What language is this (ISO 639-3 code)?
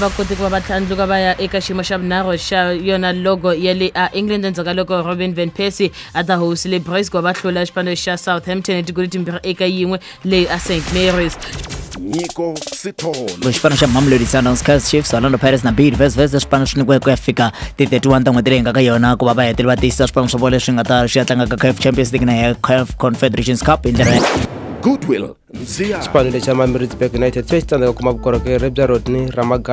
tso